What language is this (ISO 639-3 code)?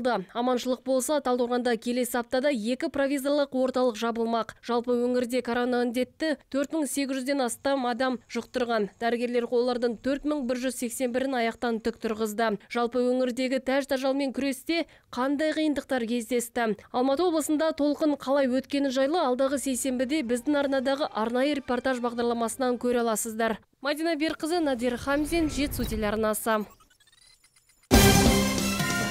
kaz